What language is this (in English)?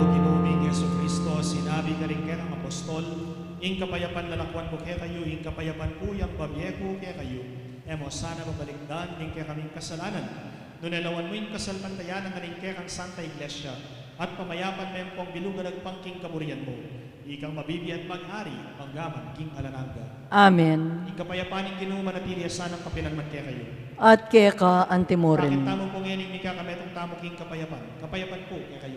Pampanga